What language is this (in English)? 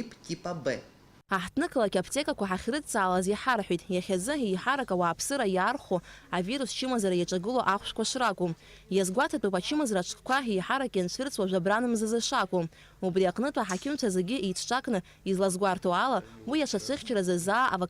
Abkhazian